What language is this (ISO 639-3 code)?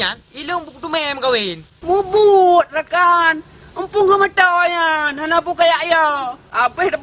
ace